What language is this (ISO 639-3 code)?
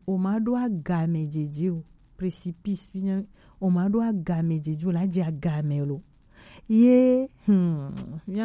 gej